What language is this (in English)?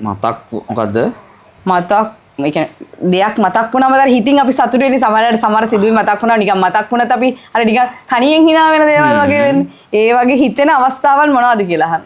Sinhala